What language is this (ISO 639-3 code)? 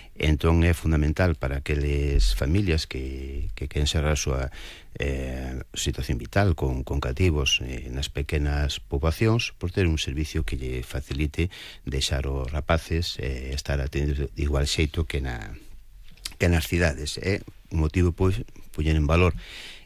glg